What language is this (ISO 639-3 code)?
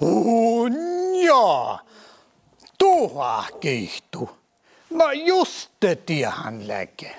sme